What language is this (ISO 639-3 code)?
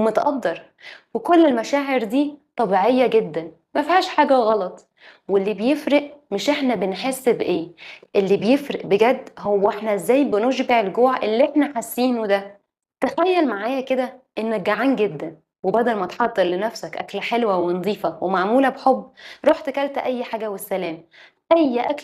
arz